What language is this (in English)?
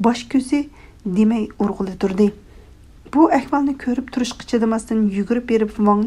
Uyghur